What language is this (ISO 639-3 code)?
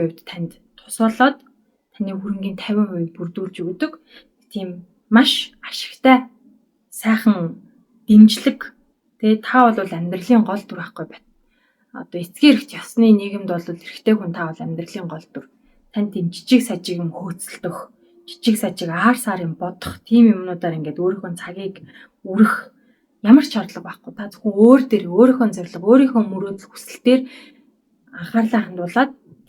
mon